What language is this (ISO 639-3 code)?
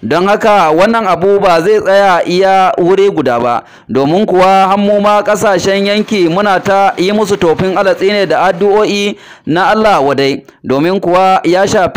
hau